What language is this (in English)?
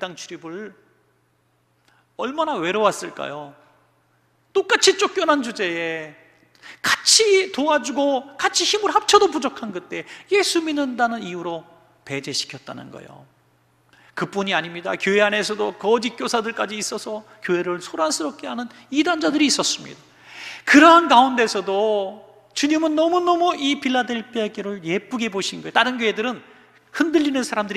Korean